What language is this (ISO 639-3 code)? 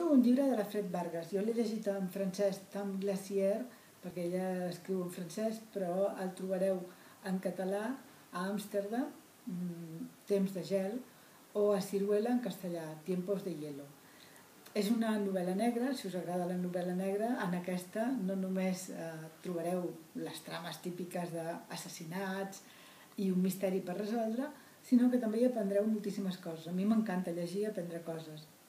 cat